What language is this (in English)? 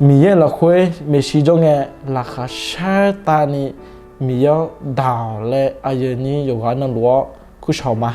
Akha